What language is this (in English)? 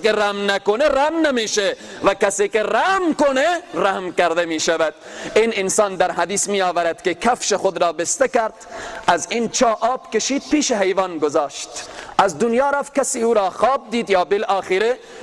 Persian